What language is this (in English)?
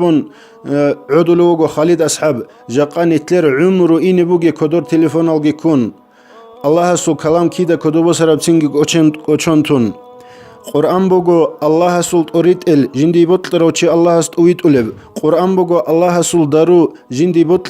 Avaric